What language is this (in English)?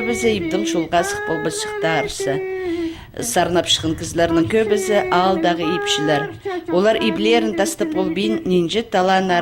Khakas